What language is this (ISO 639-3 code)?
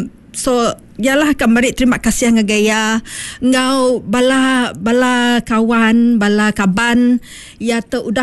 iba